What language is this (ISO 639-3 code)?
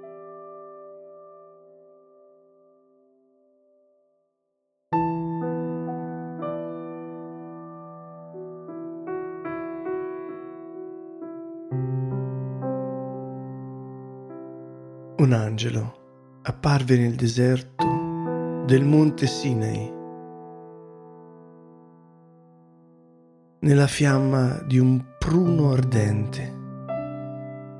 ita